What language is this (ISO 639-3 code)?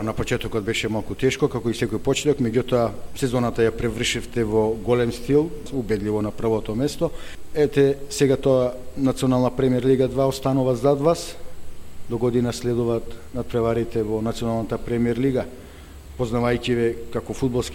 mkd